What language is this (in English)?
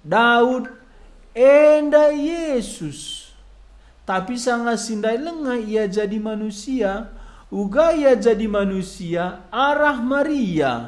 Batak Karo